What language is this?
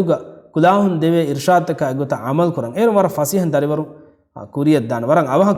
Divehi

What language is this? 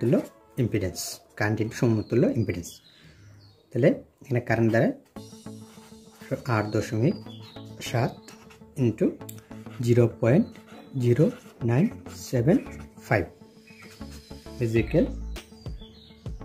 Bangla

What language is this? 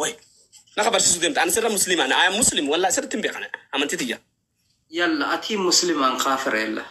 Oromo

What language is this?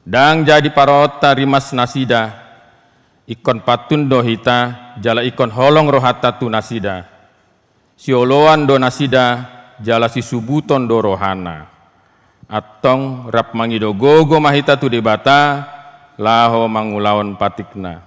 Batak Toba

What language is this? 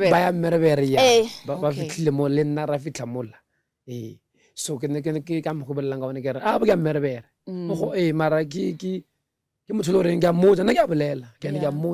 Northern Sotho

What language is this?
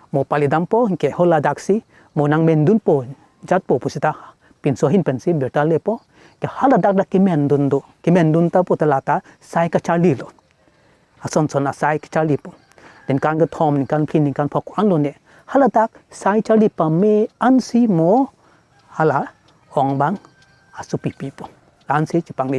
Karbi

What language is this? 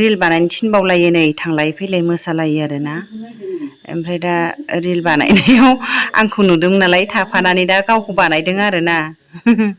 Bodo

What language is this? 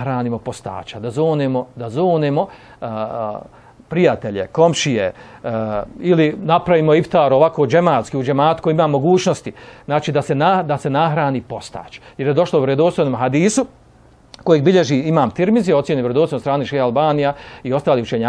Bosnian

